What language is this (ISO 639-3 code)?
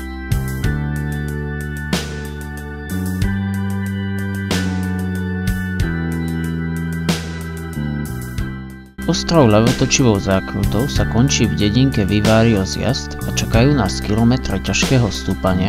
slk